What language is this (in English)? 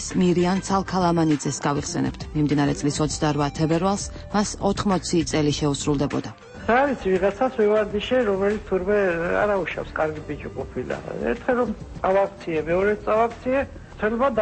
Georgian